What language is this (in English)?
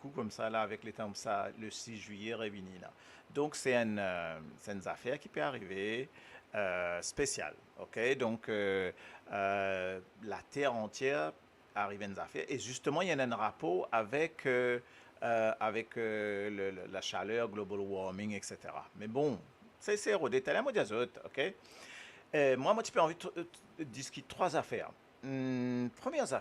Morisyen